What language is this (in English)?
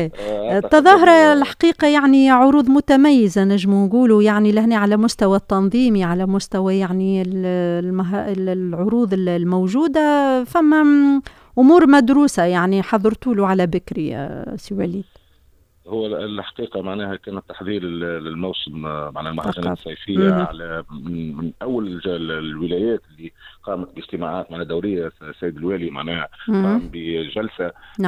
Tunisian Arabic